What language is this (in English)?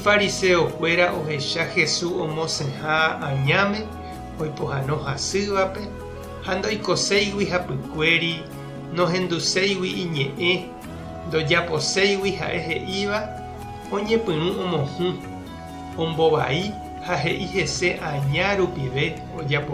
Guarani